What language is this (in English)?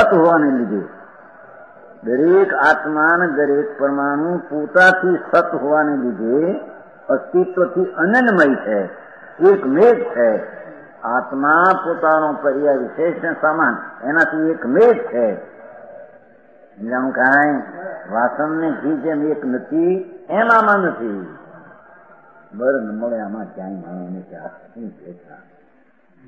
Gujarati